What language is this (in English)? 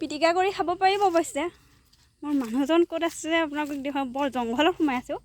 Assamese